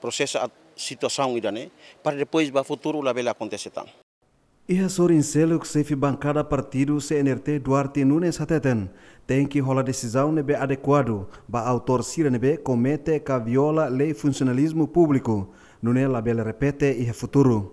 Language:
Tetum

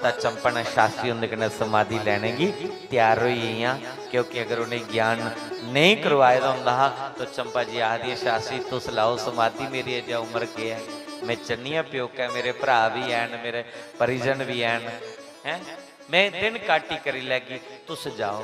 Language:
Dogri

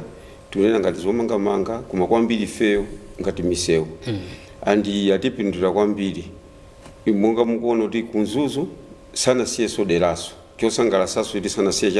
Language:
Nyanja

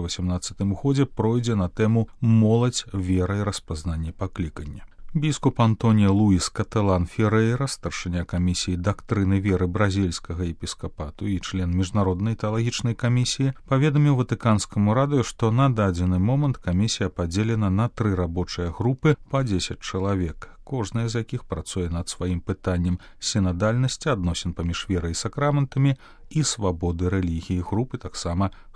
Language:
Belarusian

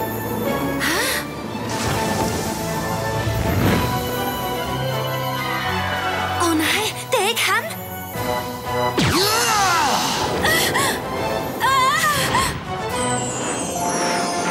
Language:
Danish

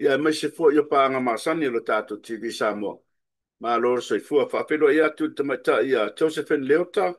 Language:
Samoan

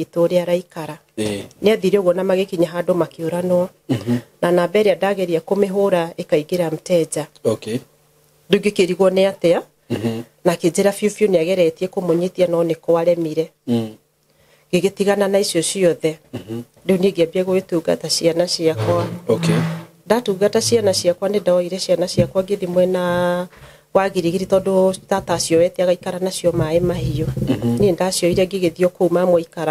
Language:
Kikuyu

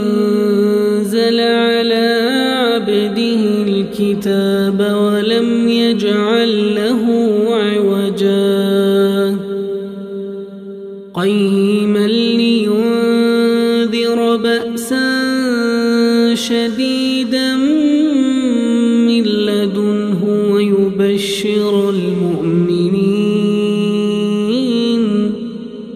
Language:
Arabic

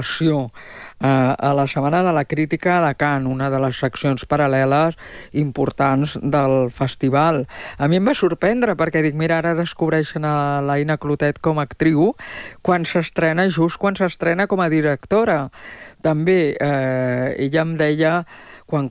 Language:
Catalan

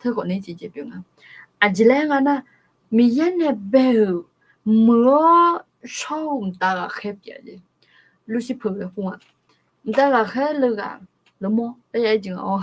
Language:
Akha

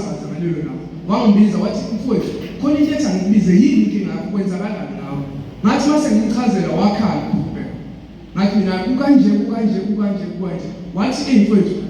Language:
Zulu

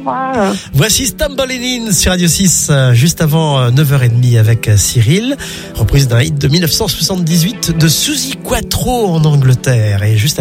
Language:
French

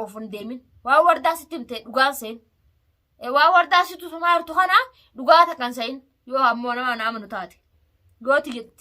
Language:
Oromo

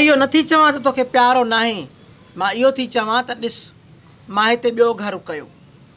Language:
Sindhi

